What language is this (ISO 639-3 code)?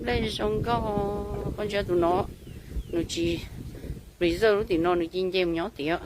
hmn